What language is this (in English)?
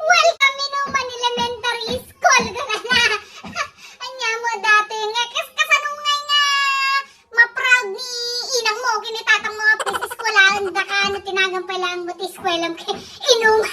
Iloko